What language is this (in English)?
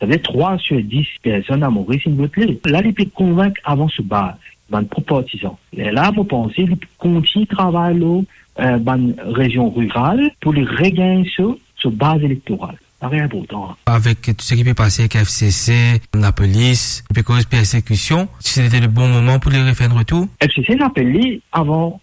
Morisyen